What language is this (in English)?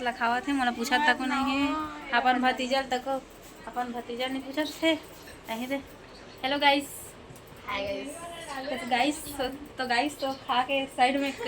Chhattisgarhi